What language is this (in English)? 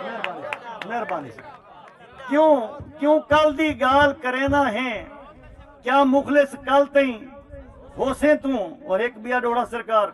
Saraiki